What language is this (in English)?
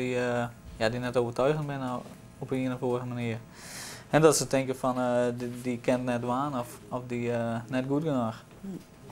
Western Frisian